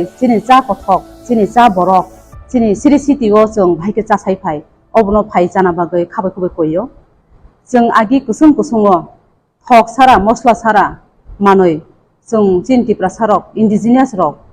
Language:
Kok Borok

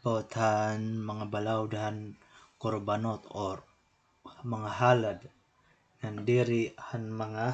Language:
Waray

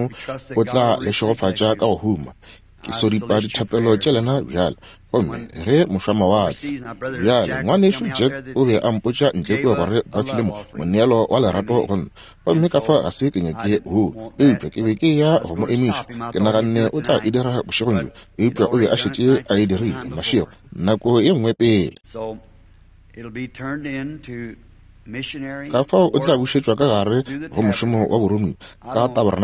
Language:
Northern Sotho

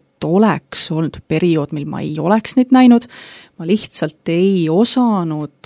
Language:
Estonian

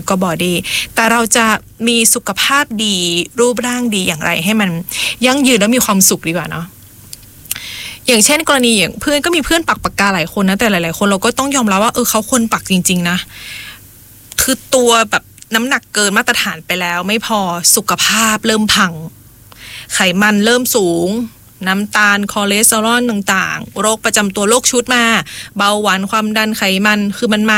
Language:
Thai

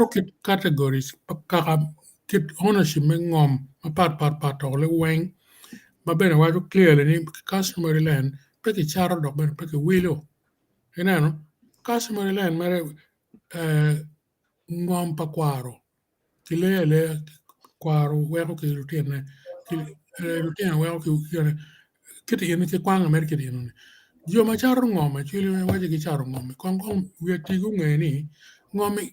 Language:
Acoli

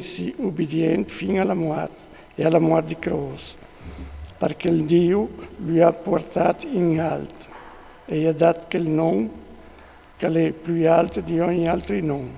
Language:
Friulian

